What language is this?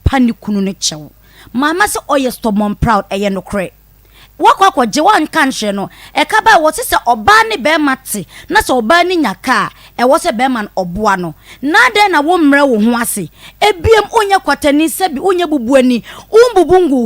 Akan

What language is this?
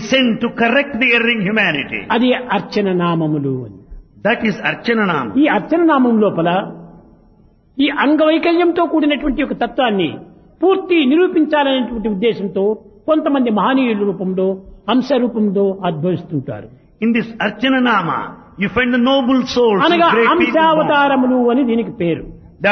Telugu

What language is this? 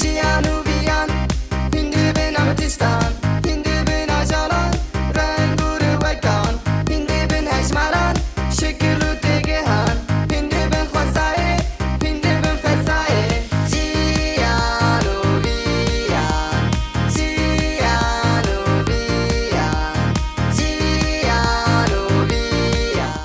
Kurdish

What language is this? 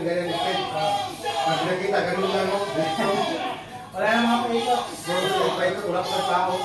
Filipino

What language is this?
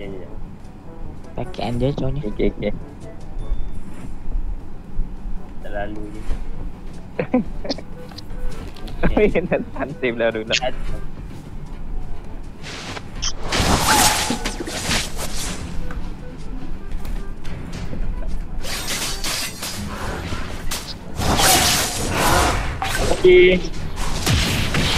Malay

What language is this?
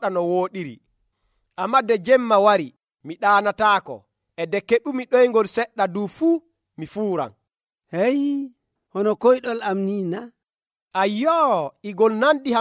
Nigerian Fulfulde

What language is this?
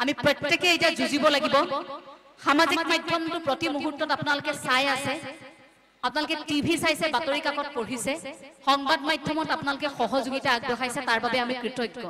Assamese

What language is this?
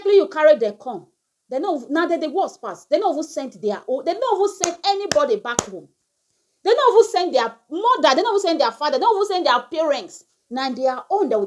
Nigerian Pidgin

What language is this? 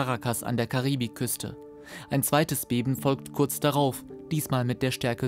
German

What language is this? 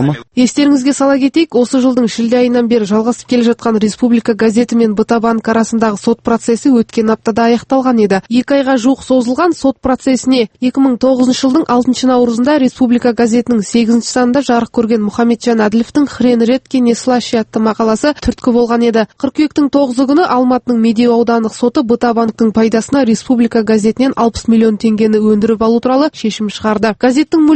Kazakh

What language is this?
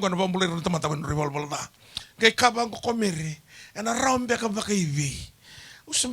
Fijian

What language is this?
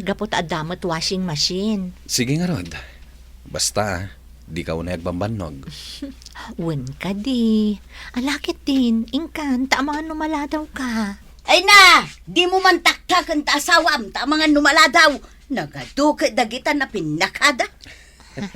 Iloko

